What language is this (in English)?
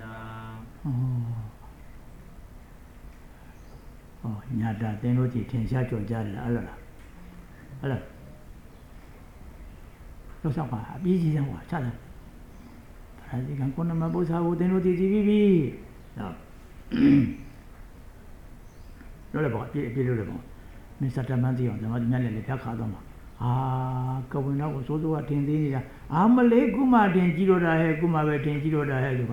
Burmese